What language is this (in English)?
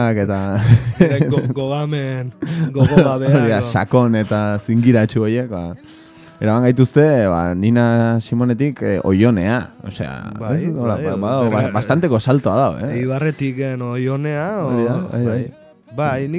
Basque